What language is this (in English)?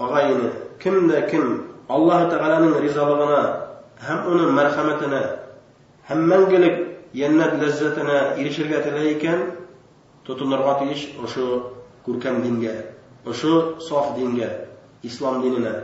Bashkir